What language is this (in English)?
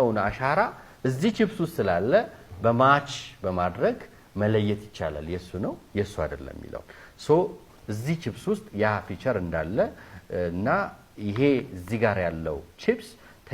Amharic